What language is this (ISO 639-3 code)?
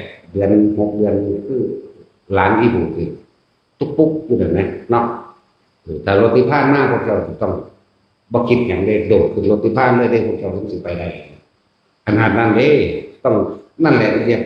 tts